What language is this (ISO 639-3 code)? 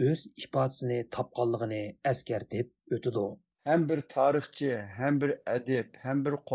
uig